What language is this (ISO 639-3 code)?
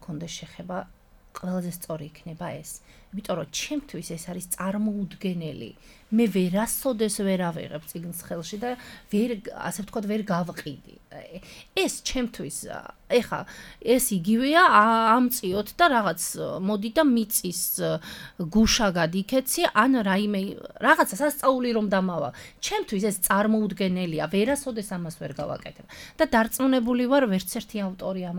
kat